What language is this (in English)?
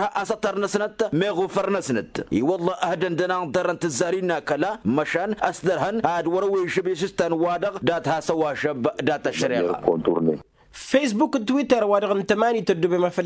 Tamasheq